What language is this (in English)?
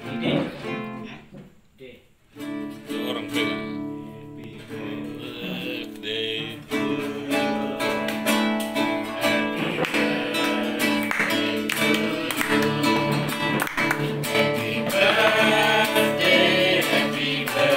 Indonesian